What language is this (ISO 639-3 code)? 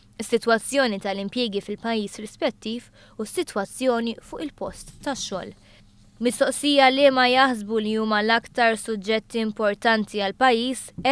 mlt